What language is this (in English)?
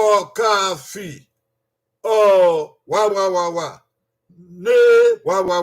Bini